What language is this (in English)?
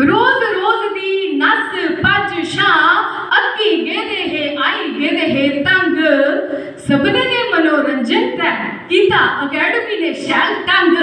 Dogri